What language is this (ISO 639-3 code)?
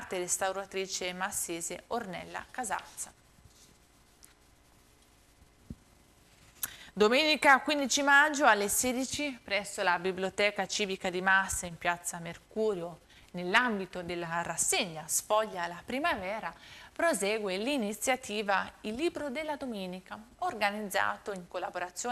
ita